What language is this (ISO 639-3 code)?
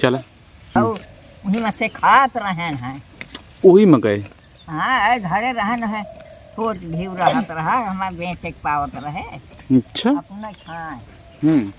awa